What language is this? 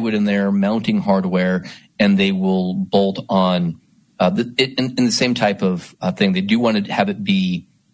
English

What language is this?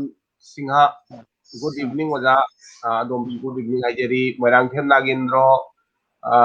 Manipuri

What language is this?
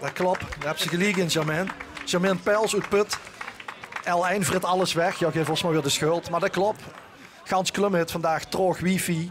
Limburgish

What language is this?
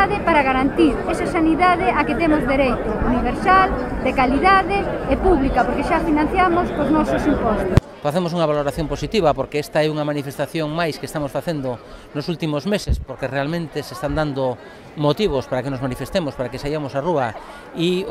Galician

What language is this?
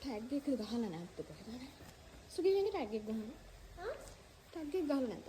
Sinhala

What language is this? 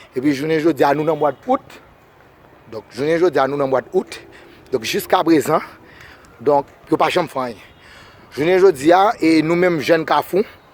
Haitian Creole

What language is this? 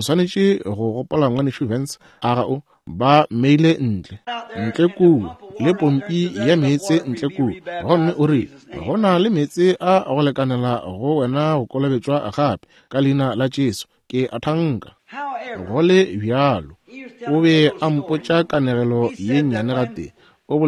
Northern Sotho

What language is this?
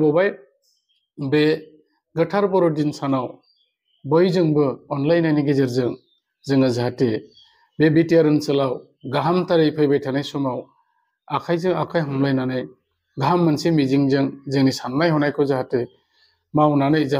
Bodo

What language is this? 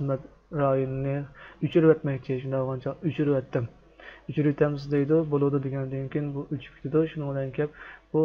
Uyghur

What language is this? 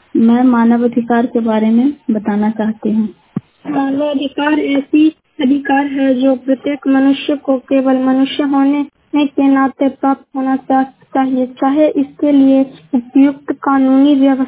Hindi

